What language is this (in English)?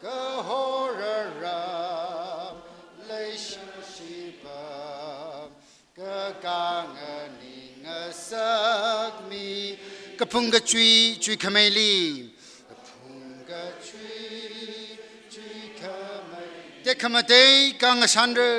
Tangkhul Naga (India)